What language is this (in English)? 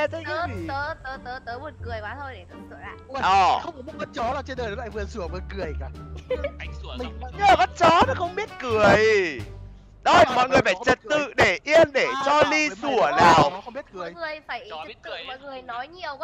Vietnamese